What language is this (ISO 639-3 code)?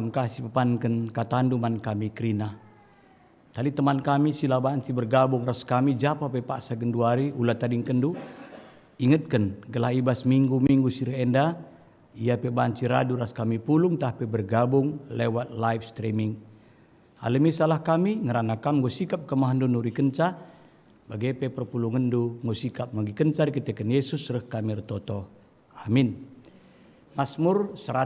btx